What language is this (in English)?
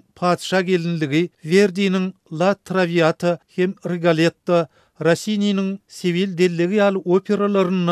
Turkmen